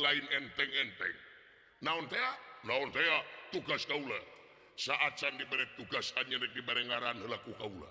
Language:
Sundanese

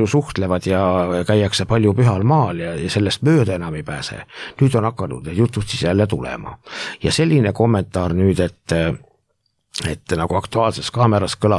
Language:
Estonian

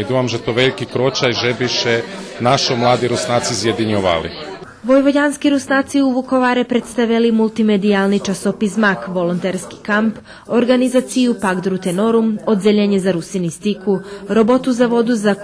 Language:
Rusyn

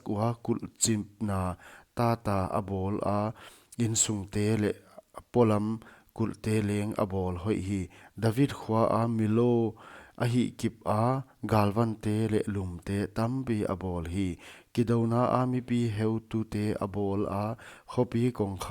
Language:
Paite Chin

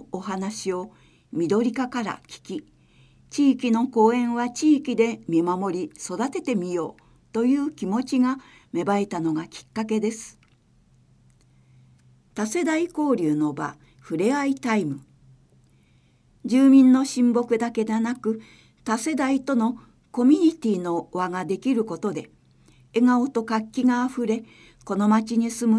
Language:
Japanese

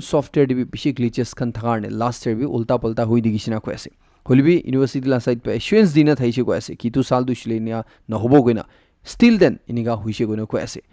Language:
Naga Pidgin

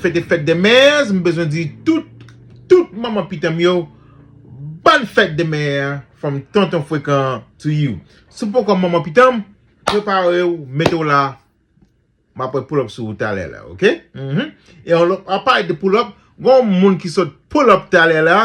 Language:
Haitian Creole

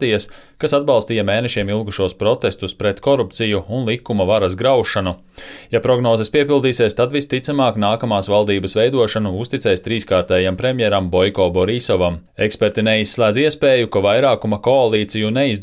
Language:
Latvian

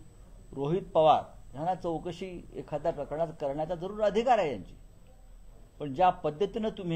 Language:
Marathi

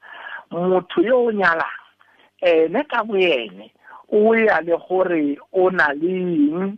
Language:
Tswana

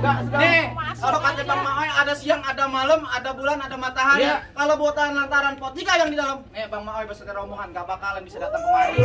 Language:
Betawi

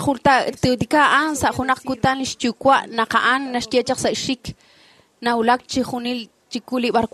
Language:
Kekchí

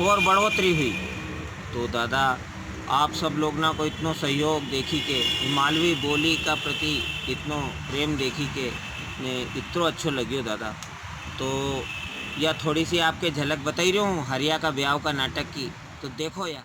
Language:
Rajasthani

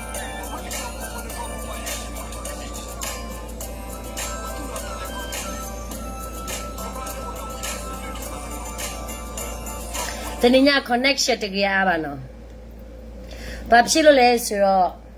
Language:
S'gaw Karen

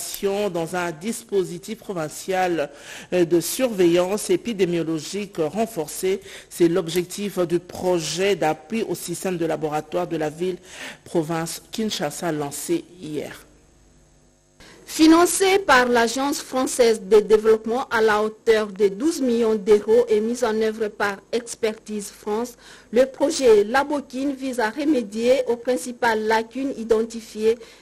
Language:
French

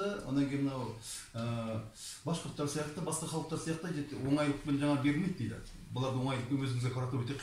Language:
Kazakh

